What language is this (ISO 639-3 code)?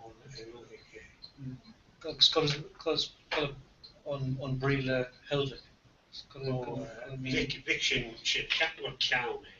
gle